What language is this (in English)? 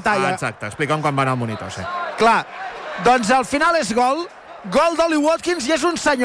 Catalan